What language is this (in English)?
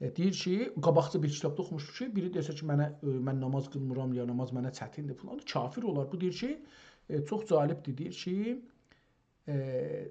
South Azerbaijani